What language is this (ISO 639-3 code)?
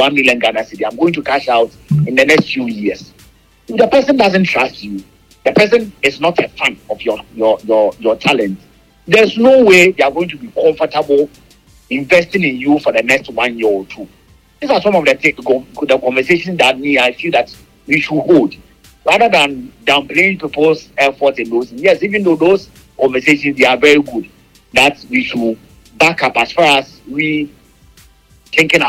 eng